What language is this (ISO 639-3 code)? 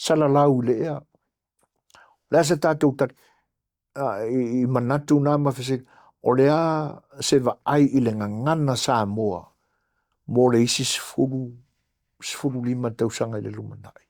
smo